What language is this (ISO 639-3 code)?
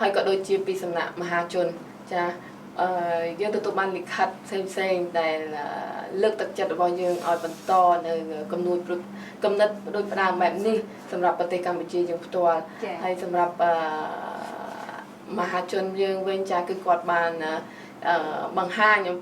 khm